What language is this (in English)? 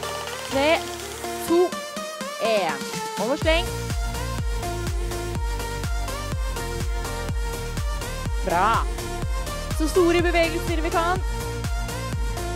Norwegian